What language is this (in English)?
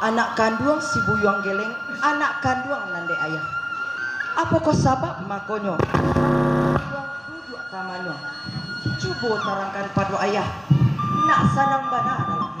Minangkabau